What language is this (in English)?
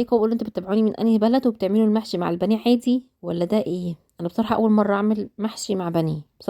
Egyptian Arabic